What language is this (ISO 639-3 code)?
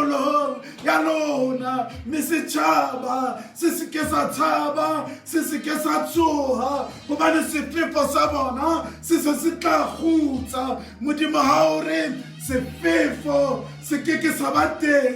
sot